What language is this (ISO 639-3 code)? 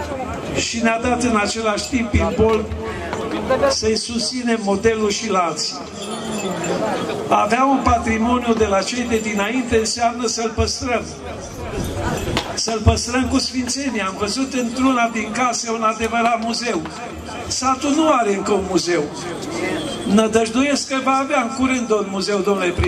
ron